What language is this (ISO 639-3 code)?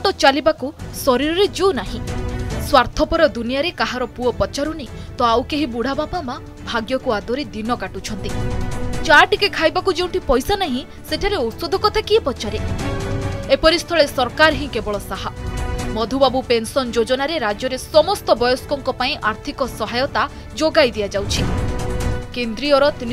ori